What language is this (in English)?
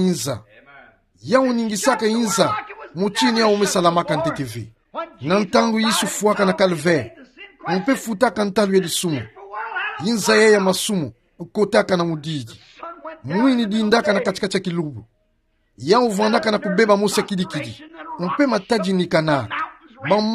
Kituba (Democratic Republic of Congo)